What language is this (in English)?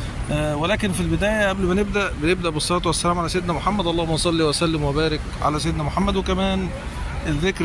Egyptian Arabic